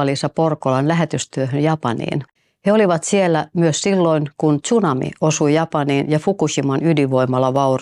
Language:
Finnish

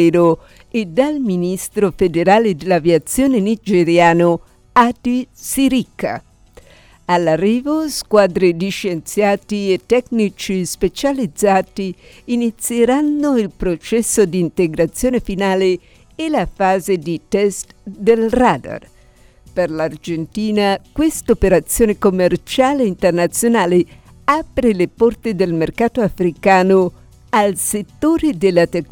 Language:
Italian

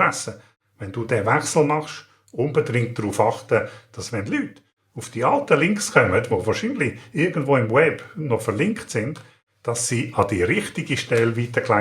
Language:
Swiss German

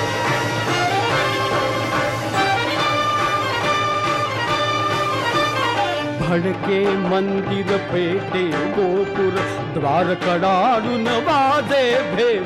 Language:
Marathi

